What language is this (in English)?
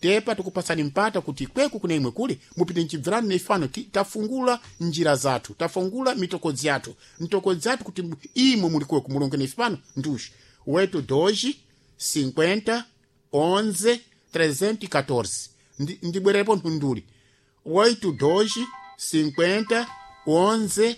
Sena